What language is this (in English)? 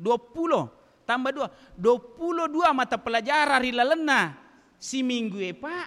Buginese